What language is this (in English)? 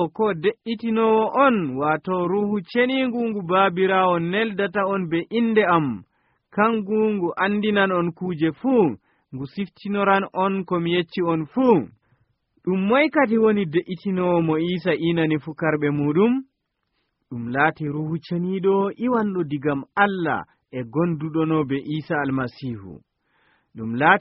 Nigerian Fulfulde